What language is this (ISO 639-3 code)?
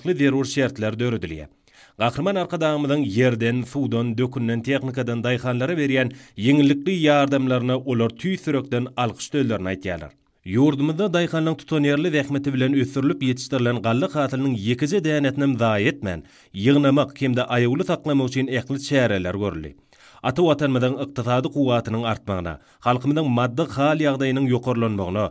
tuk